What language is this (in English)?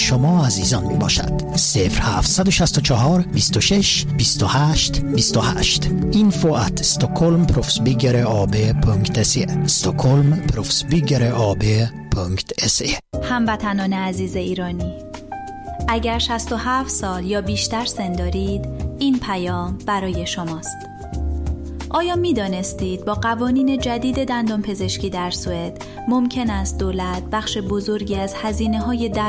Persian